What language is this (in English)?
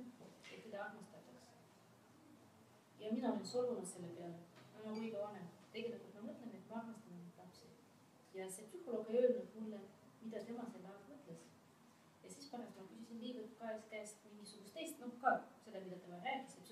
Estonian